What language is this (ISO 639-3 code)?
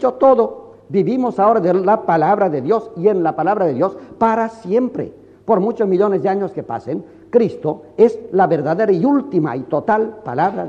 spa